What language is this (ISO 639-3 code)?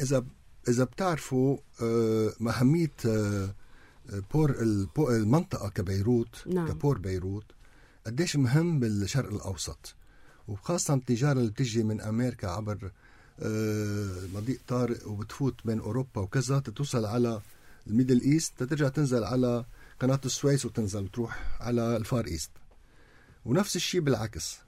apc